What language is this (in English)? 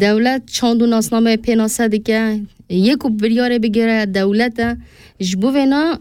Kurdish